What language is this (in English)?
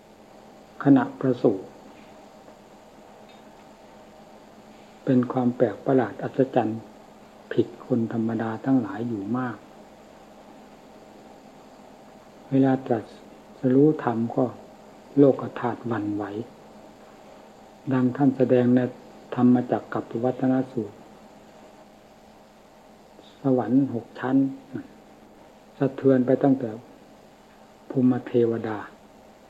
Thai